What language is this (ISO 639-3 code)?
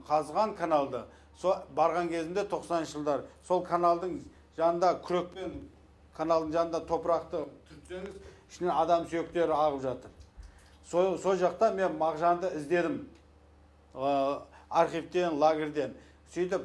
kaz